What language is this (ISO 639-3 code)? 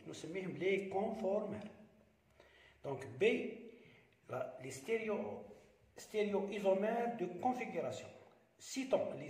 fra